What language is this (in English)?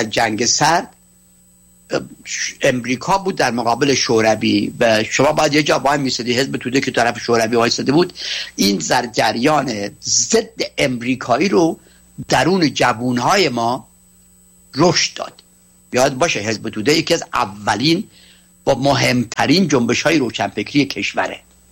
Persian